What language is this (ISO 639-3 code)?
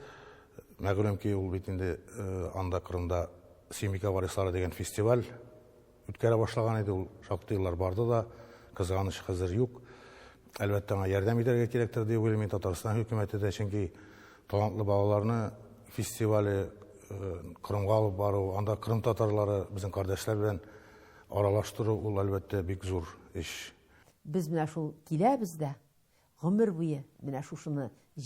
tat